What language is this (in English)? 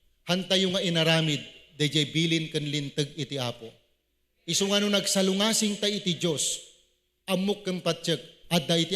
Iloko